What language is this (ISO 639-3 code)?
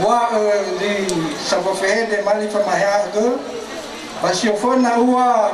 nia